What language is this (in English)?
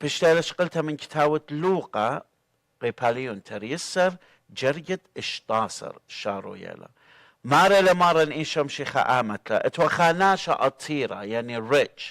Assyrian Neo-Aramaic